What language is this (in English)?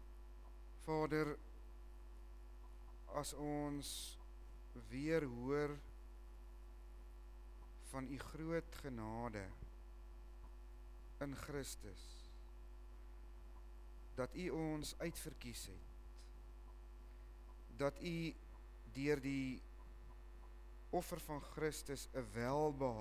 Afrikaans